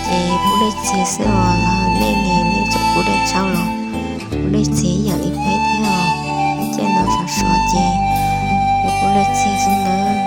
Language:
Hmong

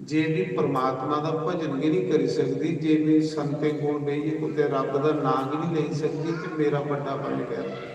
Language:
Dogri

